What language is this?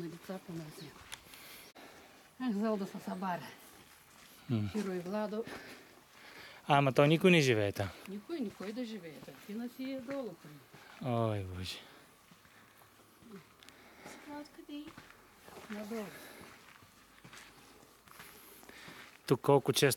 Bulgarian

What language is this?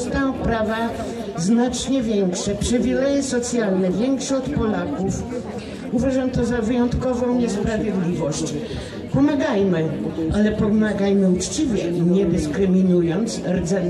Polish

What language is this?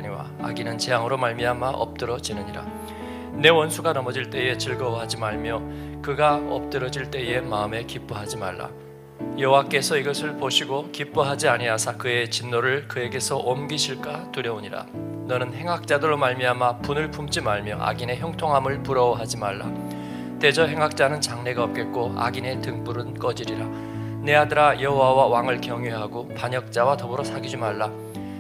Korean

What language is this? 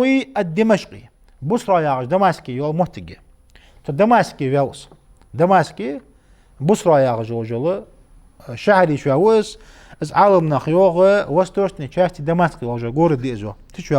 Ingush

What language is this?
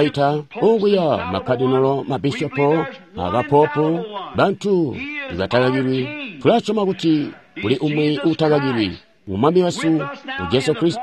Tonga (Zambia)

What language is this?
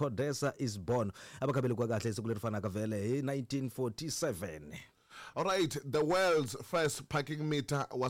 Tsonga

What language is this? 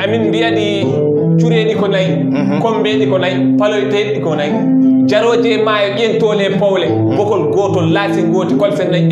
Fula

